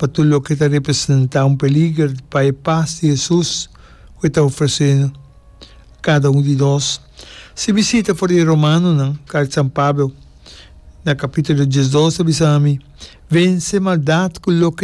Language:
Papiamento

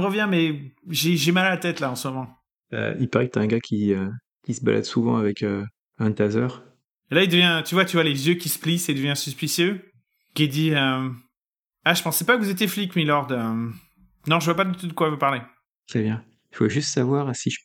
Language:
French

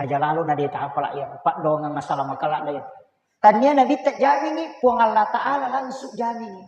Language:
Buginese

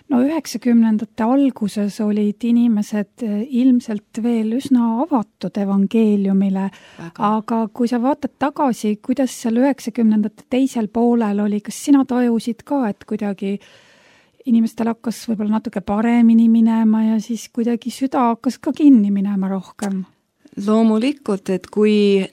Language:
Estonian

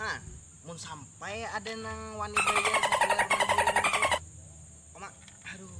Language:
Banjar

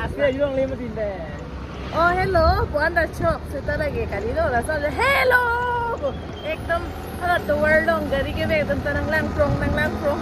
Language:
Karbi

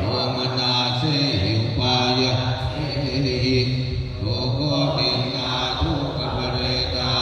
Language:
Pali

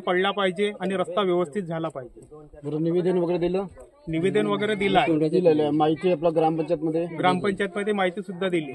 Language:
Marathi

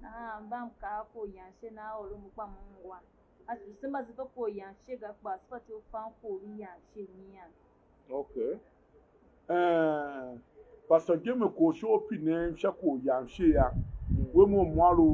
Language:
Tiv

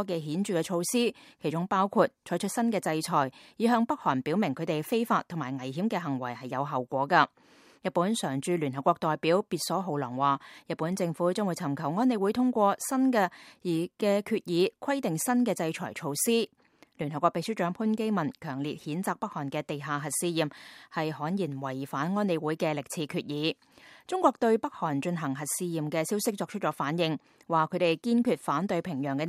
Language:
Cantonese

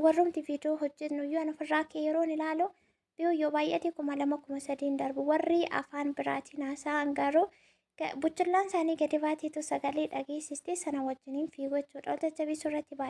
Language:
Oromo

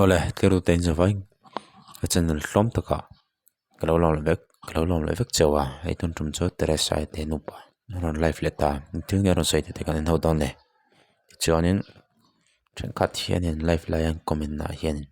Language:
Mizo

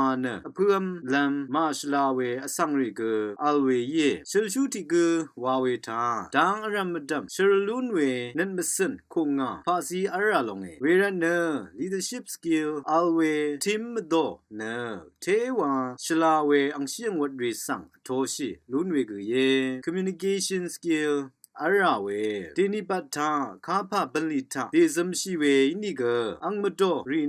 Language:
Rawang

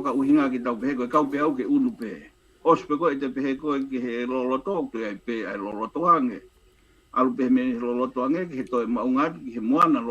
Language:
Tongan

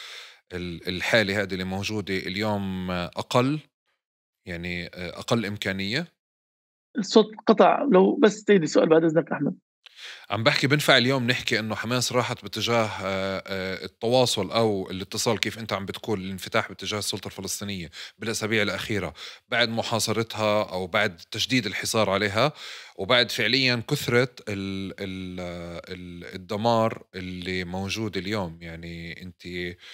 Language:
North Levantine Arabic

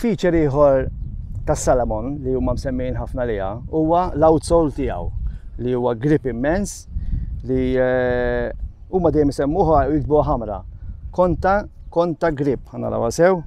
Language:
Maltese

